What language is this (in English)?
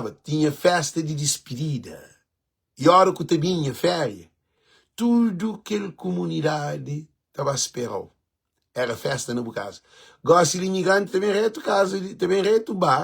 Kabuverdianu